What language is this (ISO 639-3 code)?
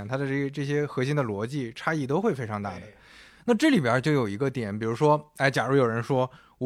zho